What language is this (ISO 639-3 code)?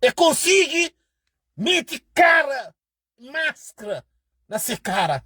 kea